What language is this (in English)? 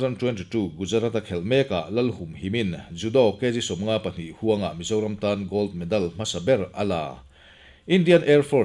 Mizo